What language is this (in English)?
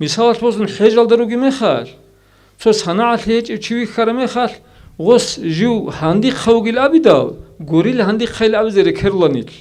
Avaric